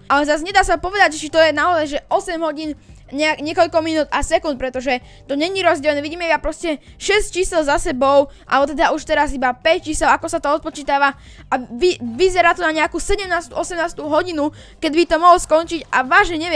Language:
Slovak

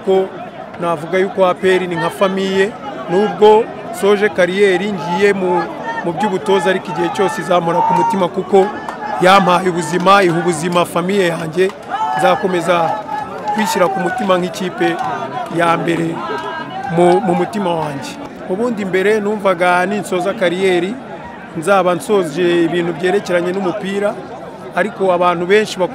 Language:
Kinyarwanda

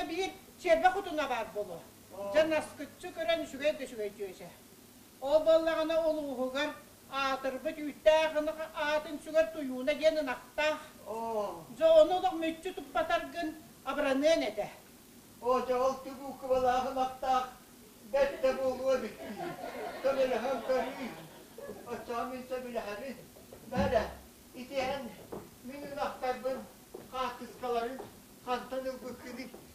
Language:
Yakut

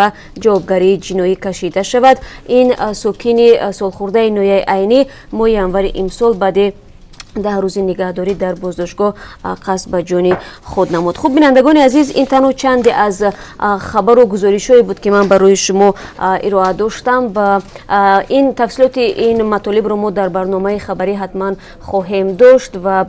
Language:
Tajik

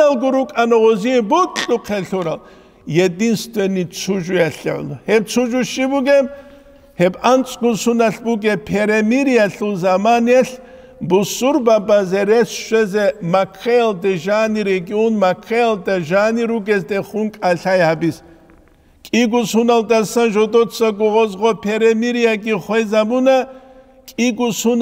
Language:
Avaric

